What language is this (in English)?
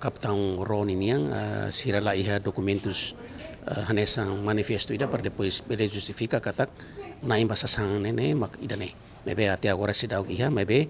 Tetum